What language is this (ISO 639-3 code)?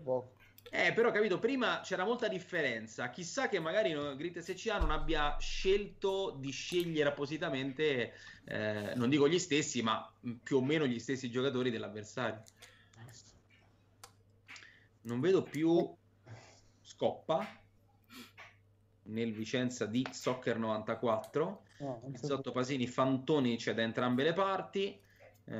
ita